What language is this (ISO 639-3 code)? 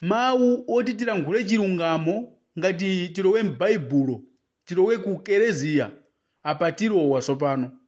nya